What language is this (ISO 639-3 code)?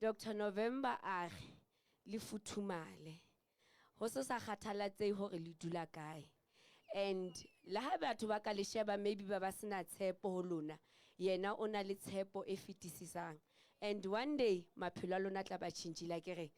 sot